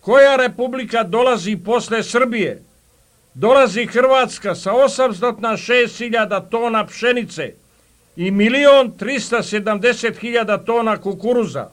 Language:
Serbian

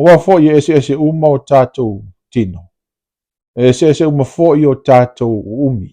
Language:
Samoan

